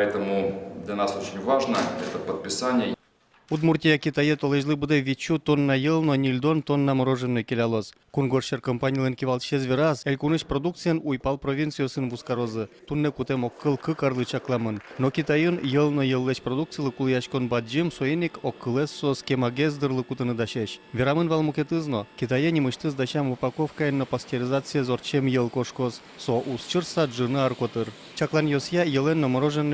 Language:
Udmurt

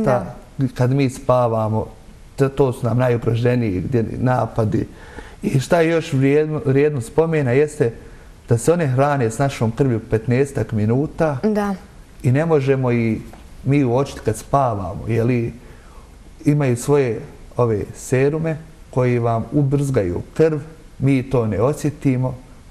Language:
Bosnian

